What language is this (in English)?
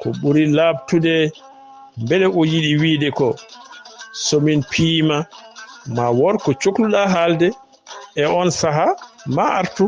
Fula